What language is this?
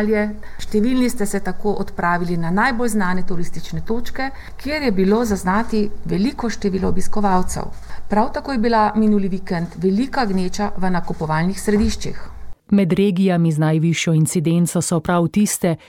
Slovenian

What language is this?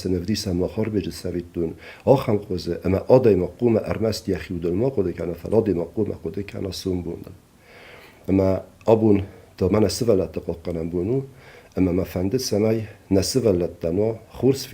Ossetic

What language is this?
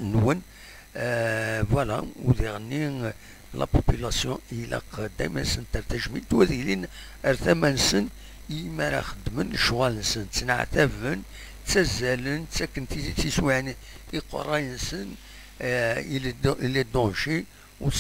Kabyle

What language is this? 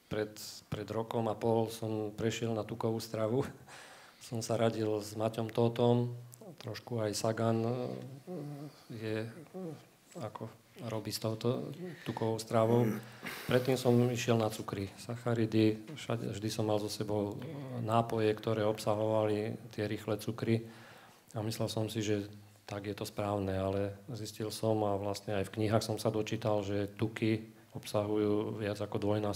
Slovak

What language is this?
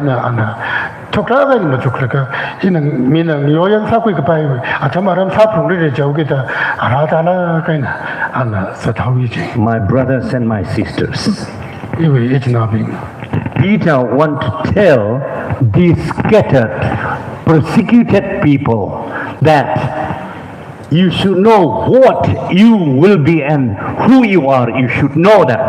Tangkhul Naga (India)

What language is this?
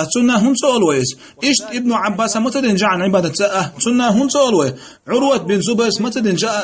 Chechen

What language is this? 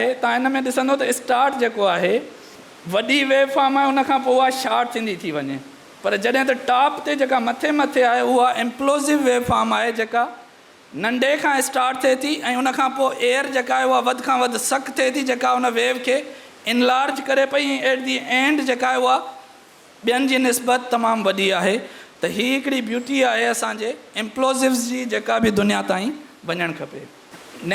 Sindhi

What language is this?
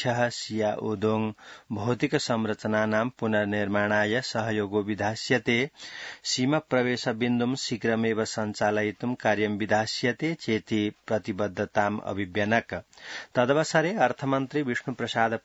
Sanskrit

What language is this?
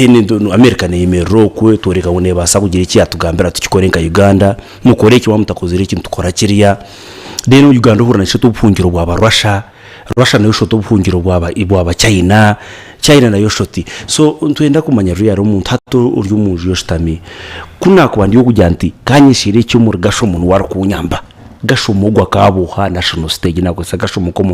Nyankole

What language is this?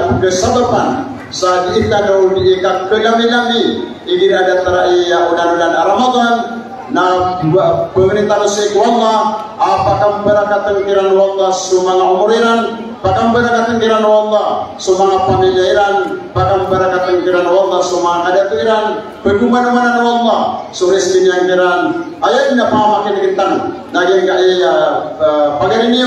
Maranao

